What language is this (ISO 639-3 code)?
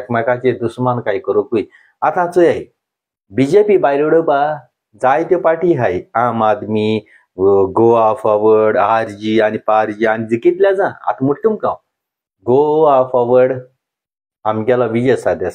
kok